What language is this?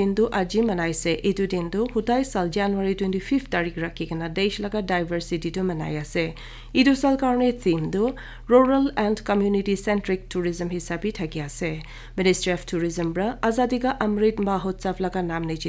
Naga Pidgin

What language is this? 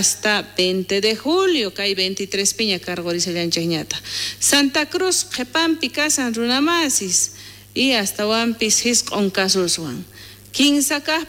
South Bolivian Quechua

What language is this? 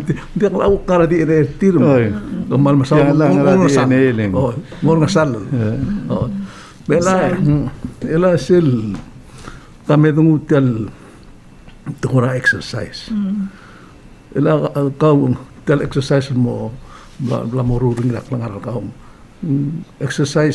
Palauan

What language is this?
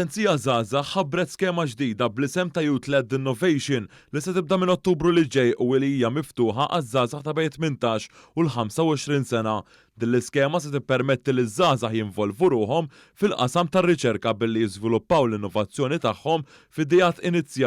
Maltese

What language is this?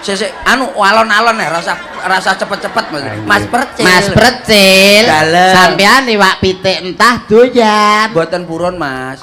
Javanese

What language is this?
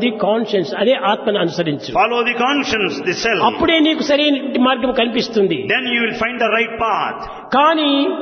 Telugu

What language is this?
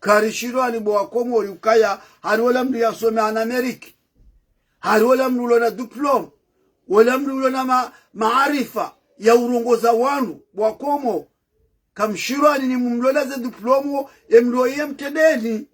Ngazidja Comorian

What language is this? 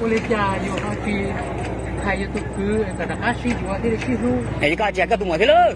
Hmong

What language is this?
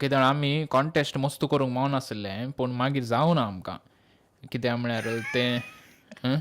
Konkani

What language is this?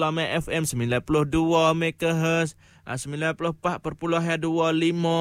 Malay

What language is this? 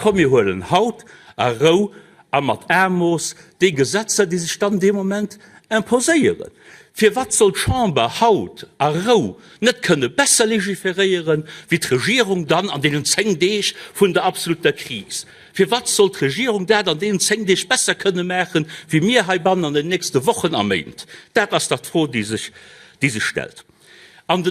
Luxembourgish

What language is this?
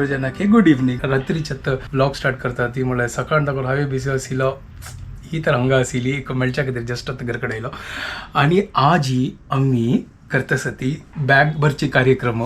Konkani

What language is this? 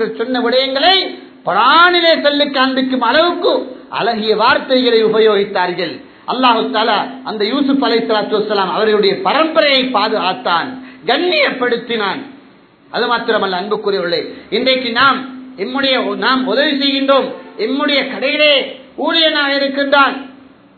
Tamil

